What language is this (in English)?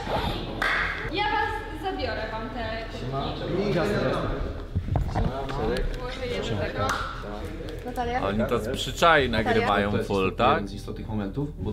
Polish